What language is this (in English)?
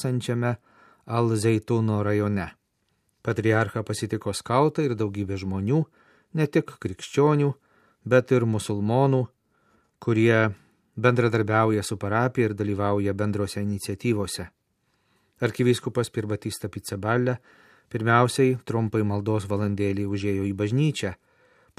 Lithuanian